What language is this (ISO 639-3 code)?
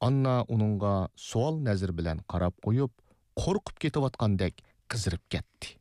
uig